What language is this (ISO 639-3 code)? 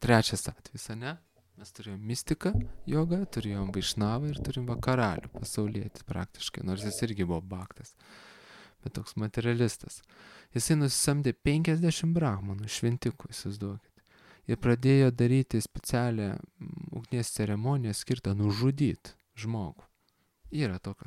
lit